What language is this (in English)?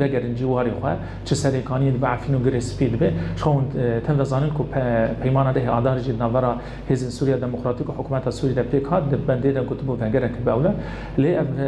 Kurdish